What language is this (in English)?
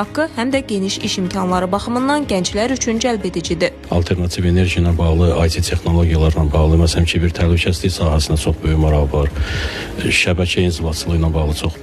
Azerbaijani